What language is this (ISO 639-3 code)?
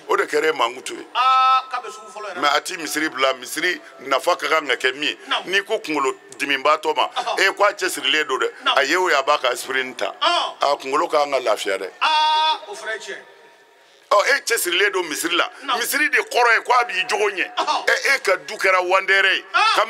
bam